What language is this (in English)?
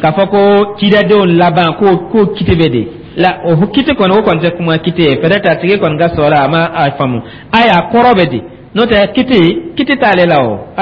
Dyula